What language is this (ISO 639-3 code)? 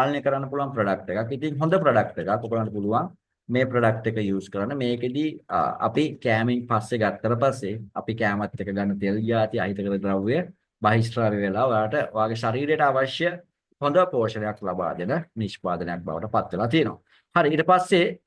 sin